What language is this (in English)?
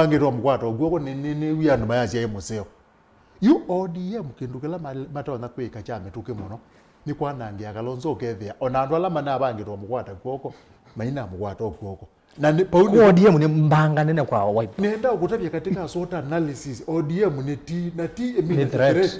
Kamba